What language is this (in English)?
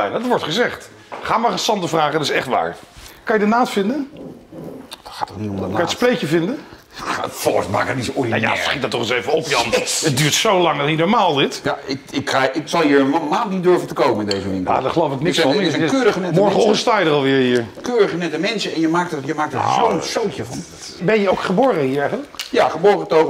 Dutch